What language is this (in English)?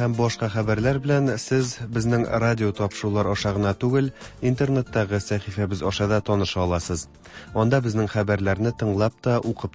Tatar